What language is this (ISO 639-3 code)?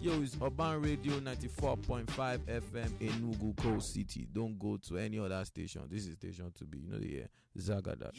pcm